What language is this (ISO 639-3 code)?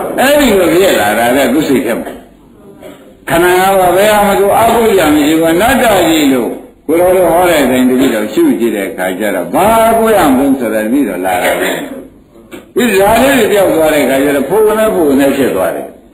mya